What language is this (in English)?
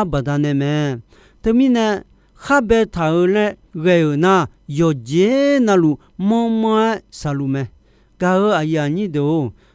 Akha